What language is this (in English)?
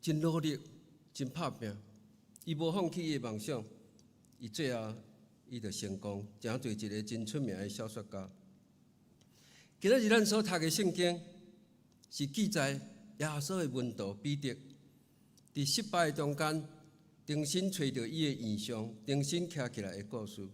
Min Nan Chinese